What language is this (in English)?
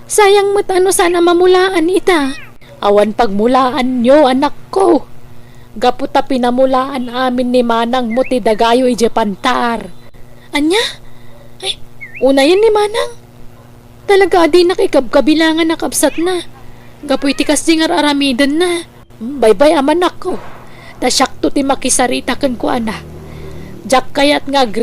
Iloko